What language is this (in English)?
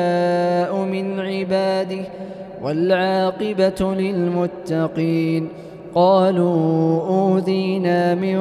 Arabic